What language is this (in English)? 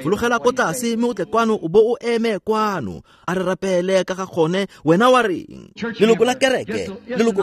Tswana